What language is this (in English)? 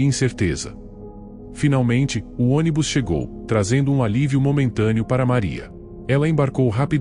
Portuguese